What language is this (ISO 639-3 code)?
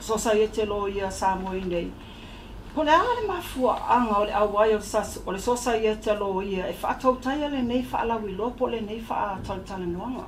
smo